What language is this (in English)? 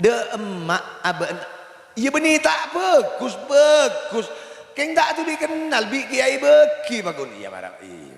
Madurese